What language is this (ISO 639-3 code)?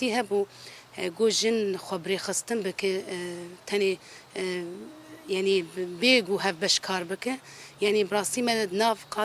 kur